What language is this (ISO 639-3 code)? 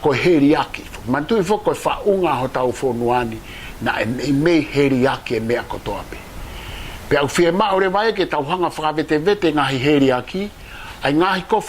ton